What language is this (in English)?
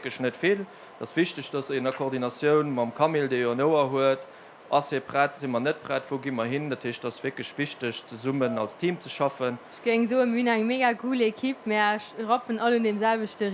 Luxembourgish